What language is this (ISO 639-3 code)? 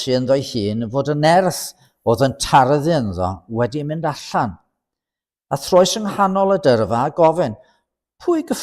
cym